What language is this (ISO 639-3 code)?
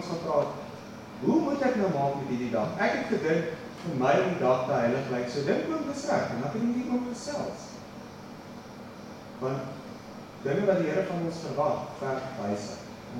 afr